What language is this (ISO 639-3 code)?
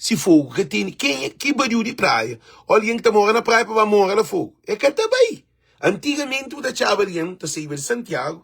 kea